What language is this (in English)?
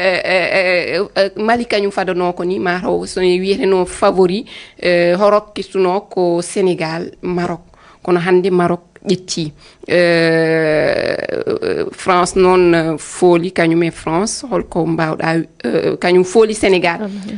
Fula